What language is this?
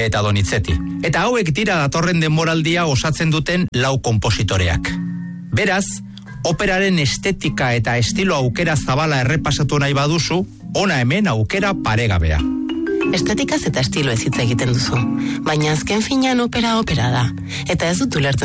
Basque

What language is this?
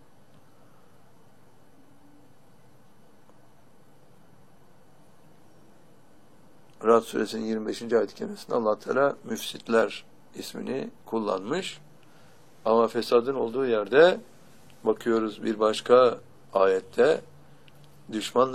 Turkish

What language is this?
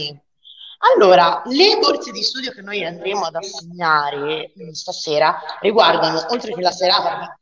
Italian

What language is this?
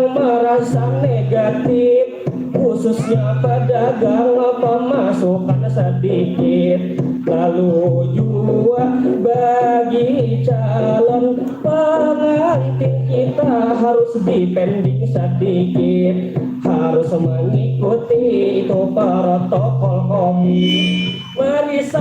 Banjar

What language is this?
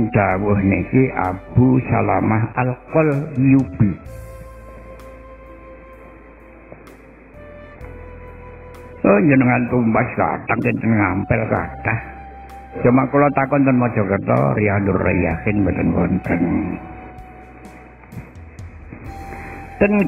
Javanese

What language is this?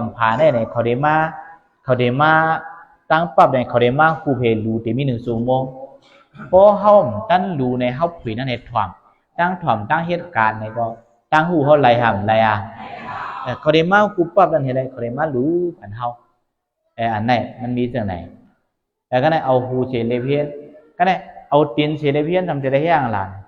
Shan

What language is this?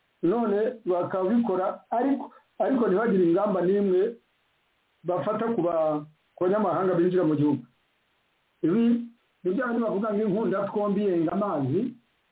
Kinyarwanda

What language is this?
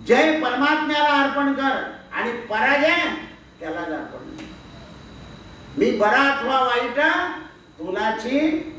Marathi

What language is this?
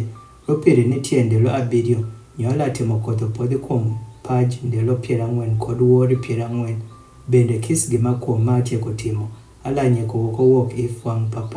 Adhola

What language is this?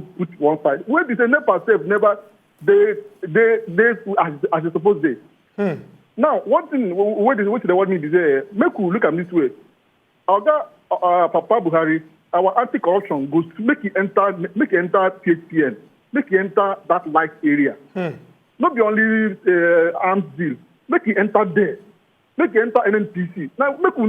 Nigerian Pidgin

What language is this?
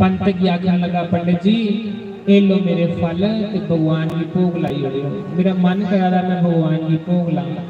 Dogri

